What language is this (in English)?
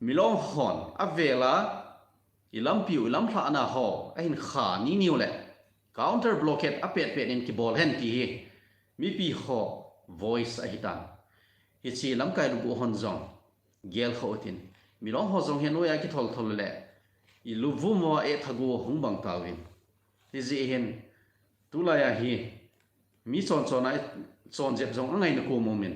Thado Chin